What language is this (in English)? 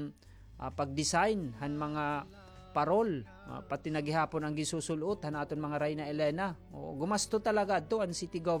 Waray